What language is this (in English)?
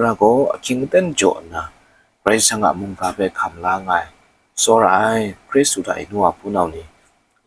Kachin